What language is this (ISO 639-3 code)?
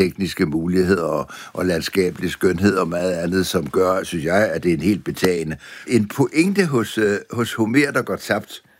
dan